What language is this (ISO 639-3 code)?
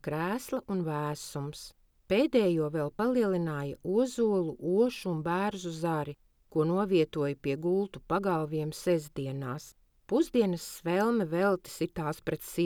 lav